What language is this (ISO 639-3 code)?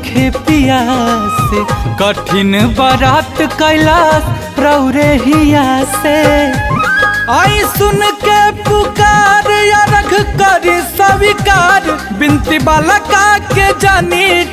bho